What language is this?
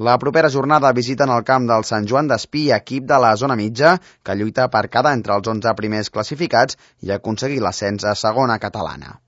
Catalan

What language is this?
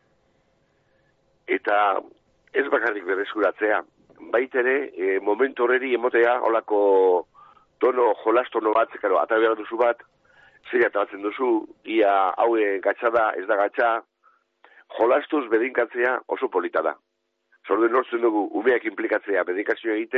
Basque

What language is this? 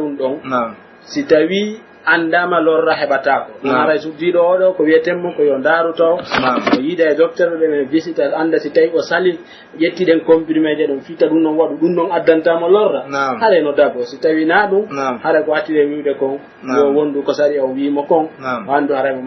Pular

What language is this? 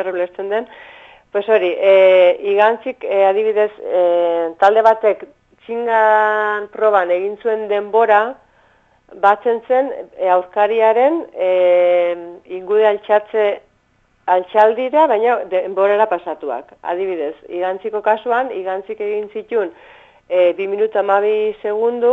Basque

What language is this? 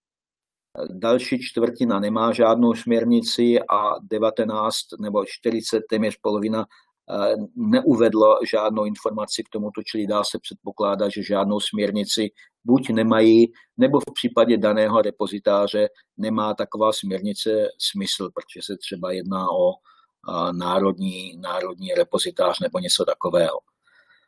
Czech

